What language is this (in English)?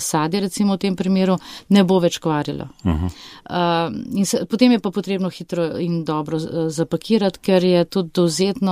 Slovenian